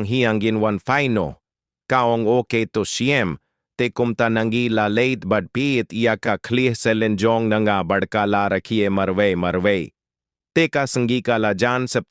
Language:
Khasi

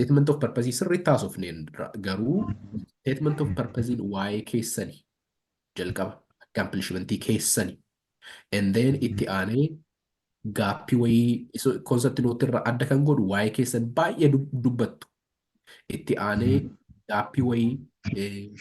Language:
Oromo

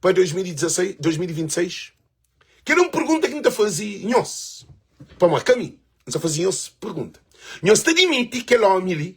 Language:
Kabuverdianu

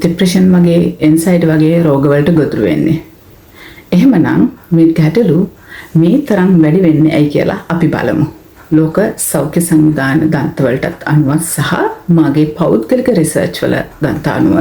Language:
Sinhala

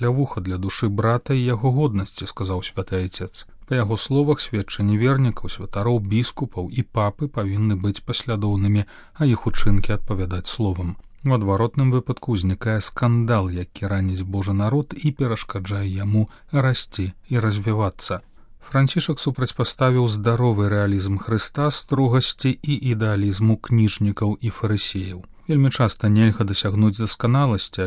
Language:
Belarusian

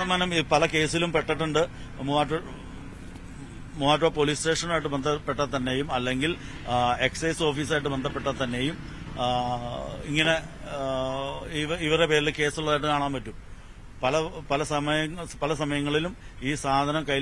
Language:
Malayalam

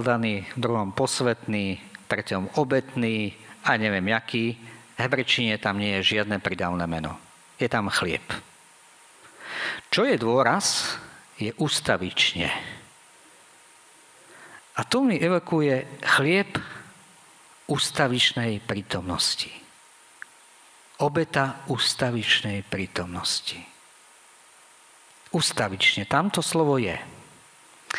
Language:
Slovak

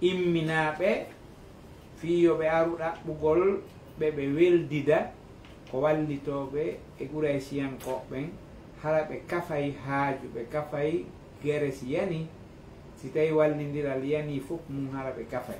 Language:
Fula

